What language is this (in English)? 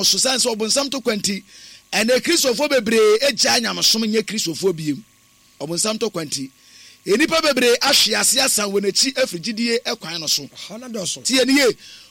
Akan